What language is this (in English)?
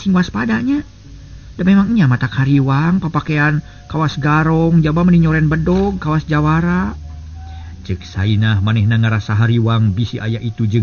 Sundanese